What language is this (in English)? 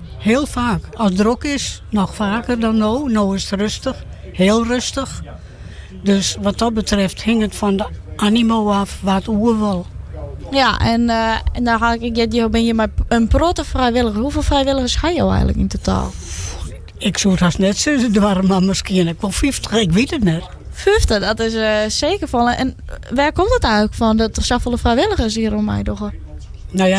Western Frisian